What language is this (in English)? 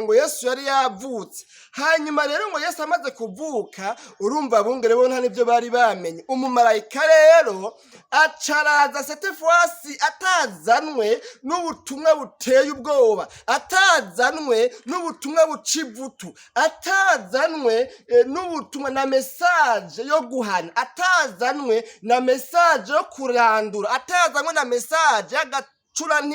Rundi